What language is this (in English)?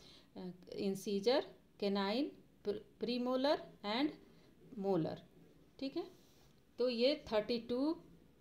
Hindi